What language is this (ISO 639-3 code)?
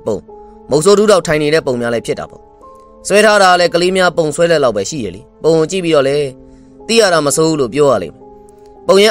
mya